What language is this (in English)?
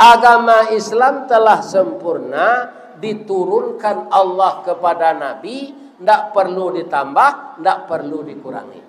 Minangkabau